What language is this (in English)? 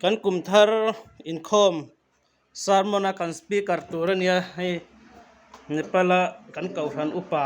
Mizo